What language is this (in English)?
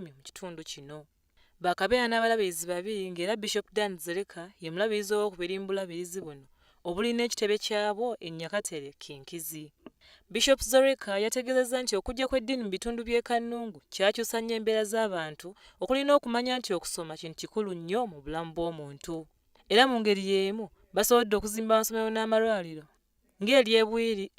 Ganda